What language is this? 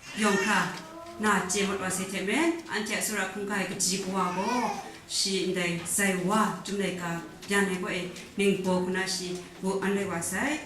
Kachin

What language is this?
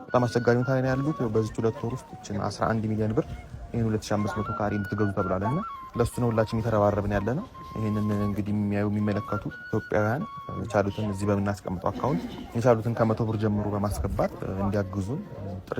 Amharic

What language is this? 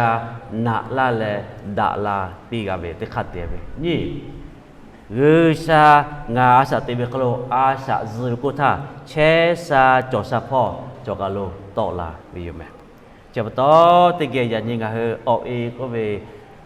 Lahu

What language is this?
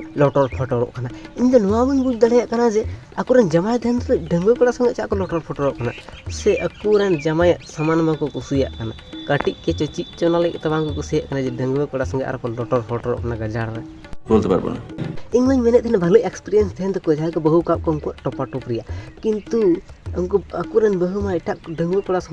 Santali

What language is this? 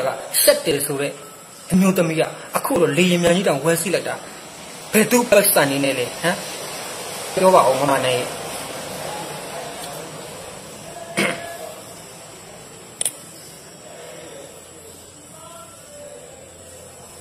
Burmese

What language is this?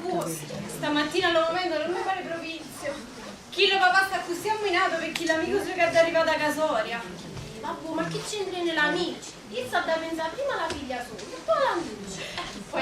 Neapolitan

